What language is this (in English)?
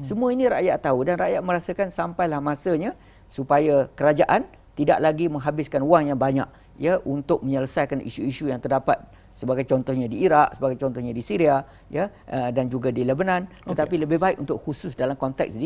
Malay